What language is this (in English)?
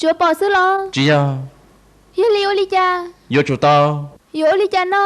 Hmong